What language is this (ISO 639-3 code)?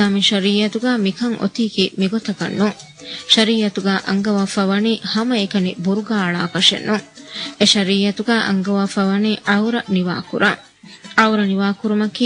div